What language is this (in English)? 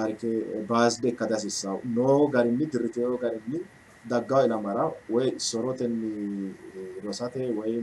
Sidamo